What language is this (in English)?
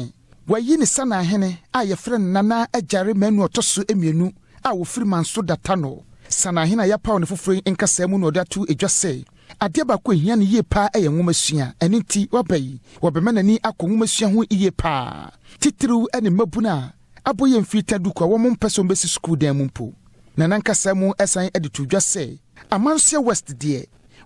Akan